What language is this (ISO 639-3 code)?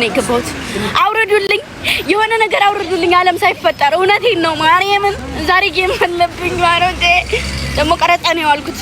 amh